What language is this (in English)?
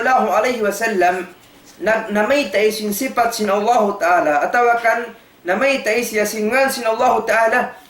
Tausug